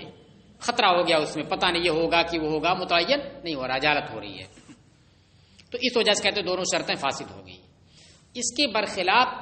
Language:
Urdu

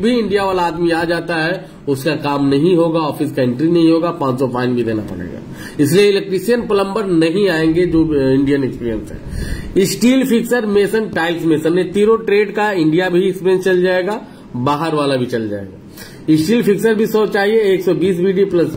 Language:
Hindi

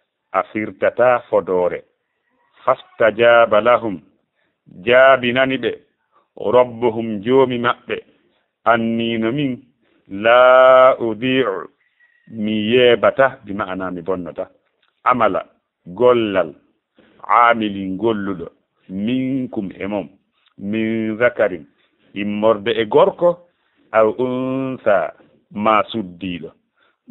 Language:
Fula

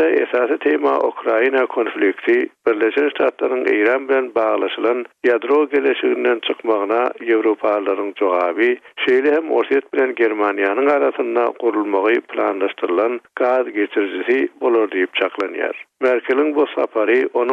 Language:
Turkmen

